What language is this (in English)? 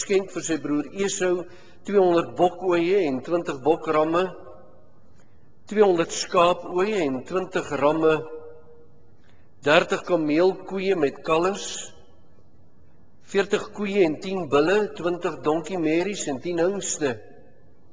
Afrikaans